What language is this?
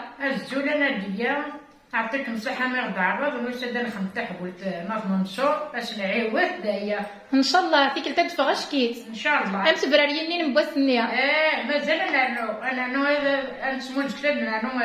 Kabyle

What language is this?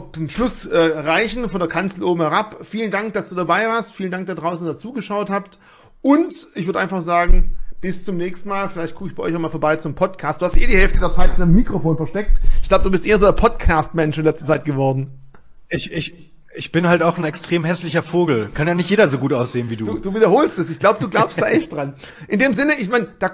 German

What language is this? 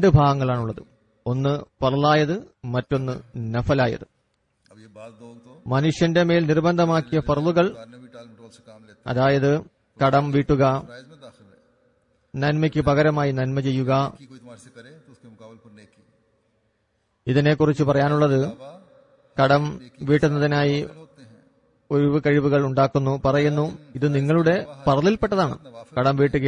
Malayalam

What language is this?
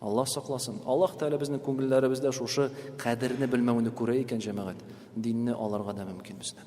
Tatar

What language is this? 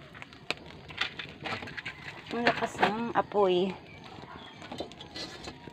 Filipino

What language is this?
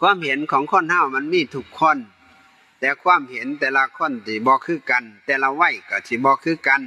Northeastern Thai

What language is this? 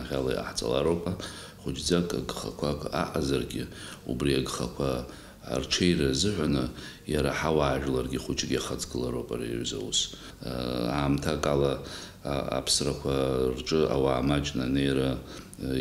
Abkhazian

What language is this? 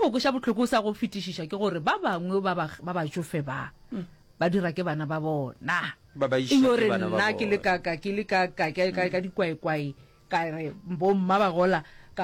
Northern Sotho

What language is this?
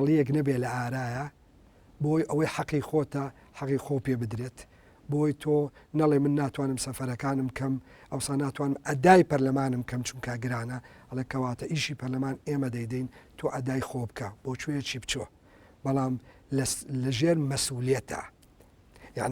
Central Kurdish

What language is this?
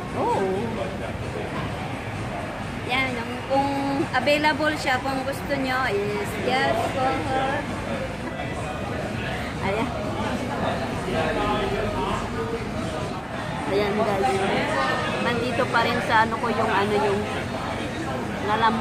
Filipino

